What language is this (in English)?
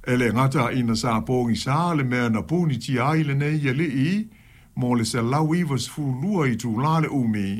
Samoan